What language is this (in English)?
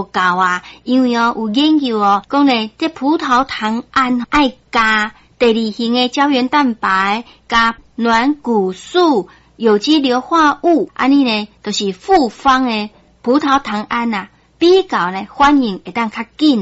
Min Nan Chinese